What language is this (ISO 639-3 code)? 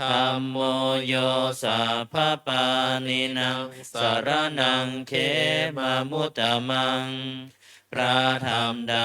pli